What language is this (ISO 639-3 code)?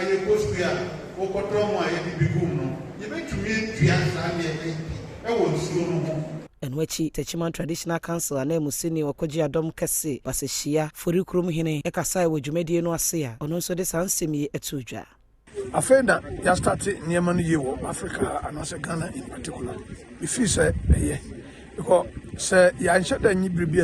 aka